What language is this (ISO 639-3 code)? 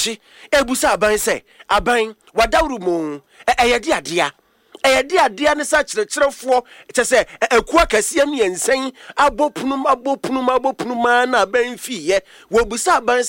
aka